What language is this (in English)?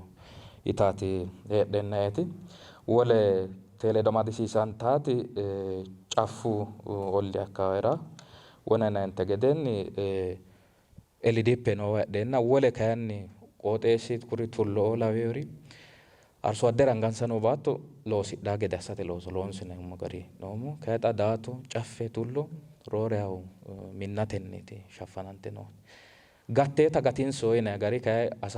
Sidamo